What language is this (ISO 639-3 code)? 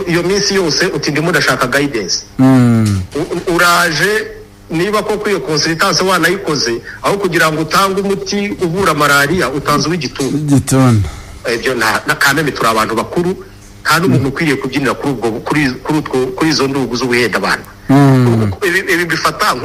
kin